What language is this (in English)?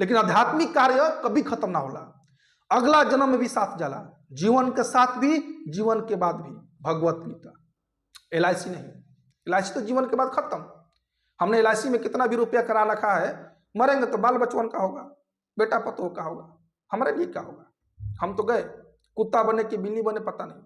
Bhojpuri